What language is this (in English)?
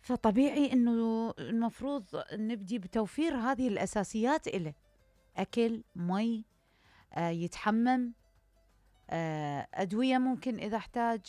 Mesopotamian Arabic